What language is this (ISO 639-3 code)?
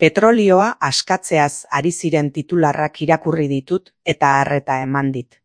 eus